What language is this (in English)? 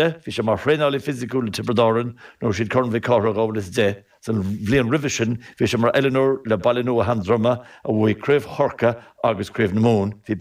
Irish